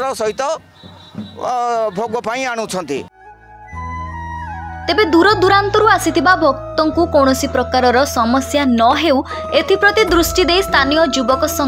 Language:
Odia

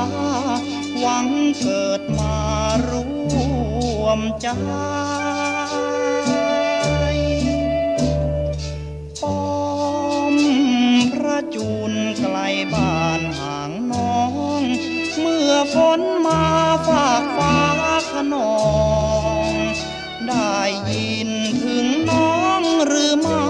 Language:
Thai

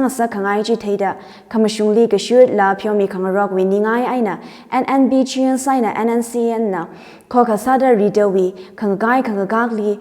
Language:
Tangkhul Naga (India)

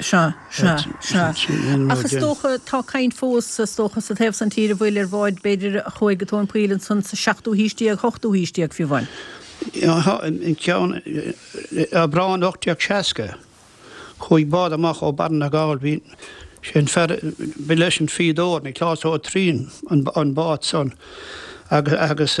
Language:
Irish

